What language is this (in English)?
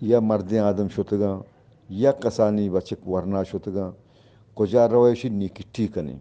Eastern Balochi